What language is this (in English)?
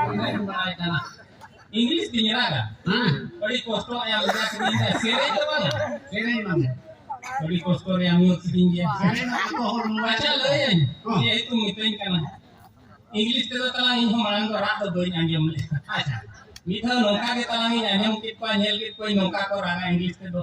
Santali